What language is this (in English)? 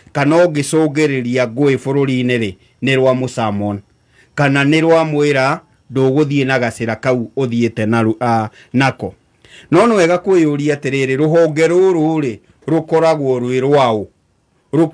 Kikuyu